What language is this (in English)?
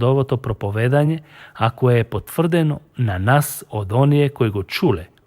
Macedonian